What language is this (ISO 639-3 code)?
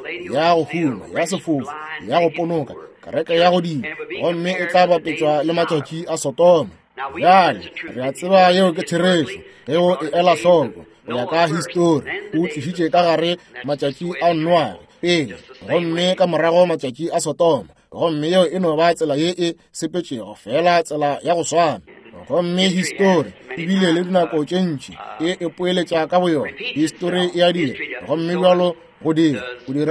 nso